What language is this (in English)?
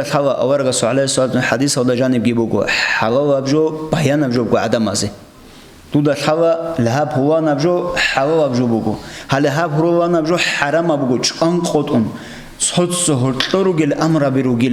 Avaric